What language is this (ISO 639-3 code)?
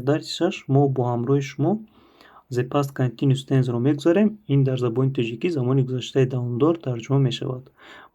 tgk